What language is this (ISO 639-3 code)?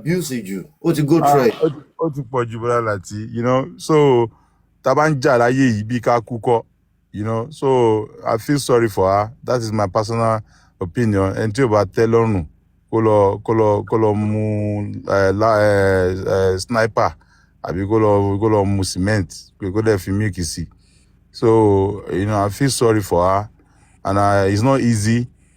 yor